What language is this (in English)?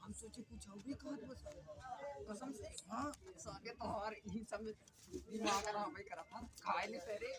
Awadhi